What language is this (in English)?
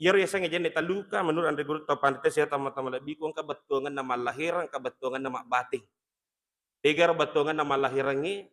Buginese